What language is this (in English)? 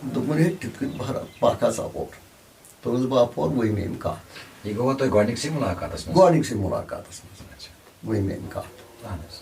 Kashmiri